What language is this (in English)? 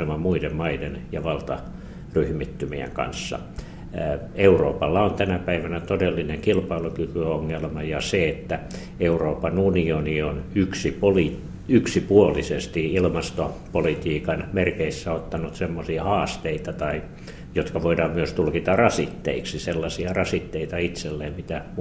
Finnish